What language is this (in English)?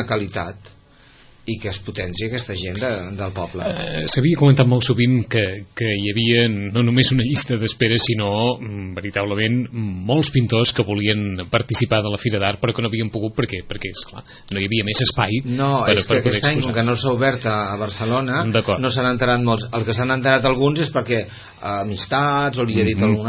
Catalan